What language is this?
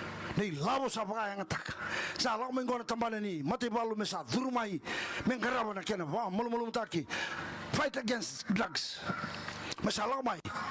Fijian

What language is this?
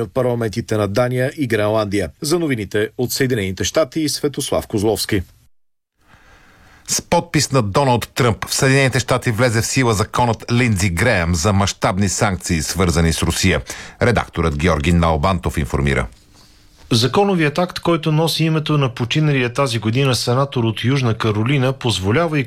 Bulgarian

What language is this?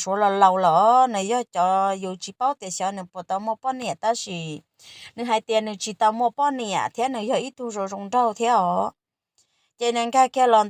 Hmong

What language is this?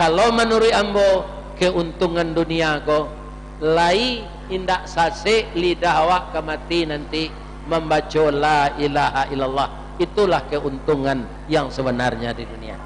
Minangkabau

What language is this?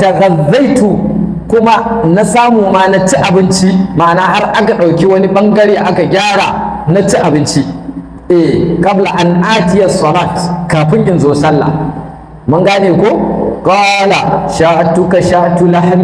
Hausa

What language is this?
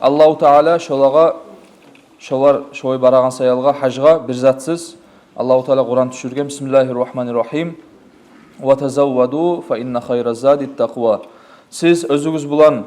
Kumyk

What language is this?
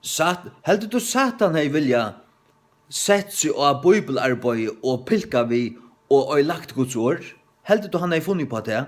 Faroese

